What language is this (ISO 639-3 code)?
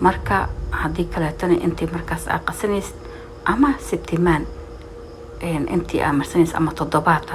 som